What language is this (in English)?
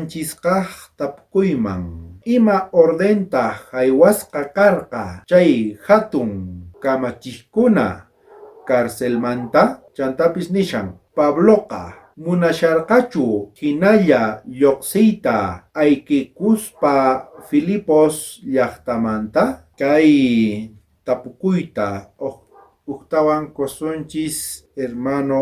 South Bolivian Quechua